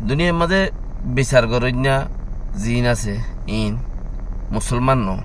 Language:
Rohingya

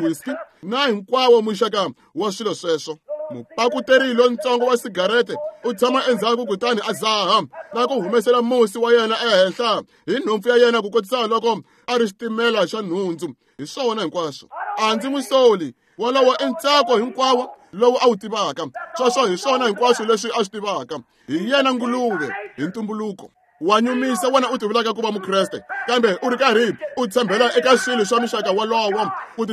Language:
Tsonga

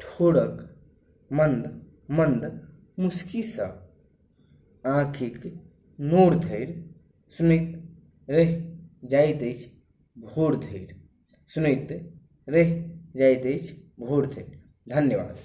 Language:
Maithili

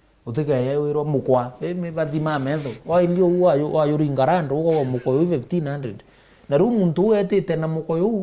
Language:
Meru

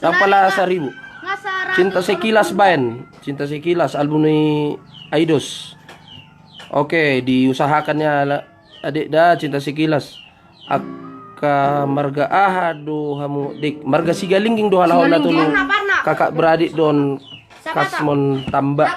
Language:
Batak Toba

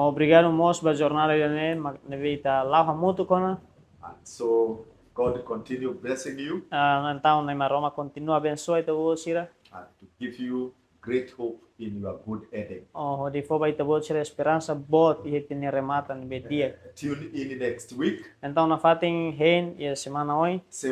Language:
Tetum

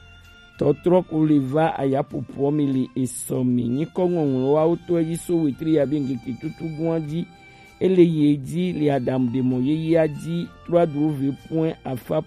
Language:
Gen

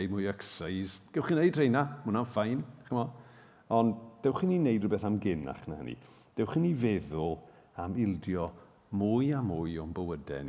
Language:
Welsh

